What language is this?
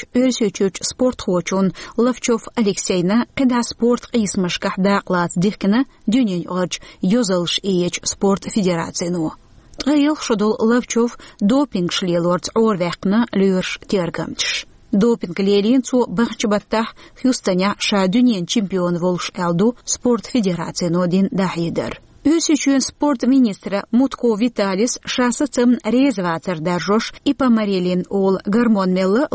Chechen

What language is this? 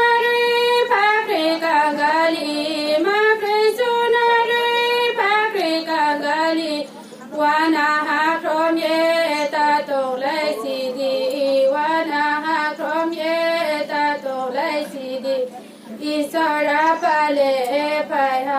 Riang (India)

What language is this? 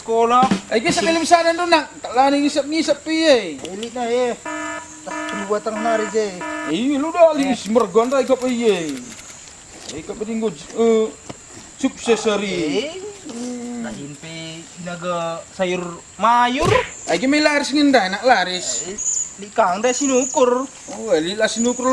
Batak Karo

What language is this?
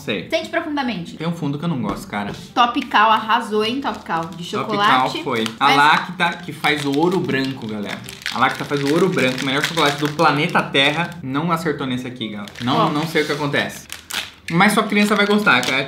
Portuguese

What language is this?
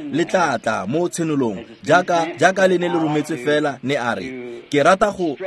Tswana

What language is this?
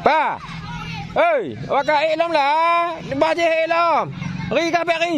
Achinese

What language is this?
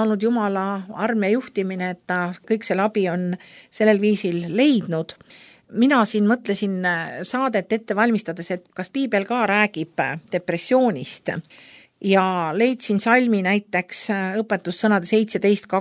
Estonian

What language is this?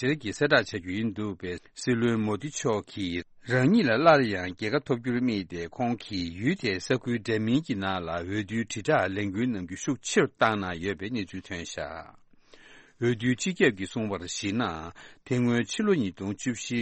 Tibetan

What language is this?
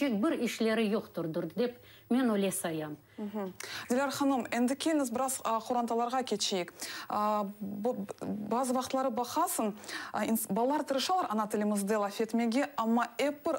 Crimean Tatar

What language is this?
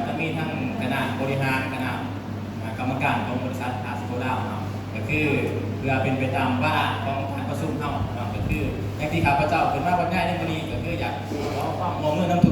Northeastern Thai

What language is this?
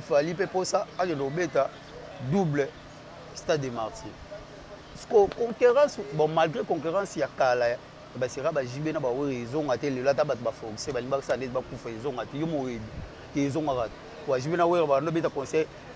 Lingala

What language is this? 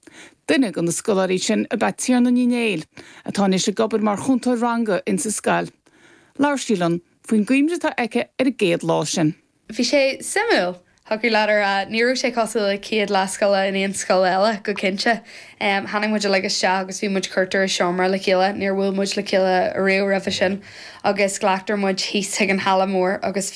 Irish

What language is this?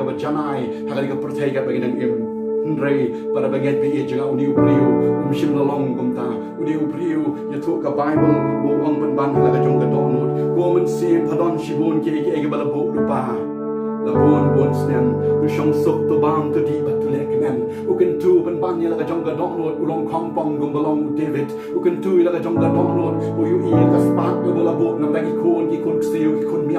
Khasi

